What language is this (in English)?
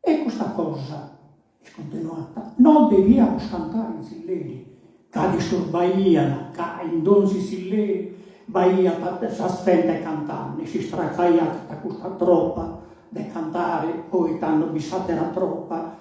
Sardinian